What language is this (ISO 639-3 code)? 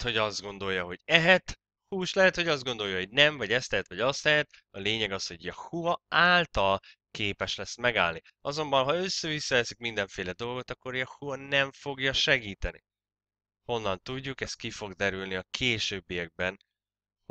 hun